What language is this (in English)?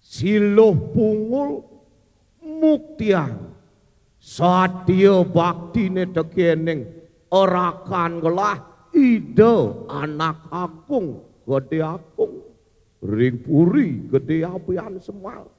Balinese